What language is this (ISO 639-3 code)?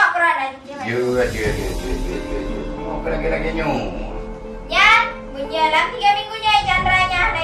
ace